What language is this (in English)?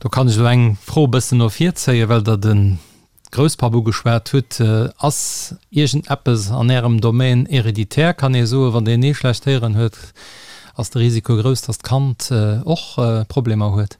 Luxembourgish